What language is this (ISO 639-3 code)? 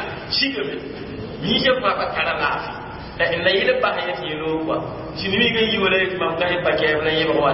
mos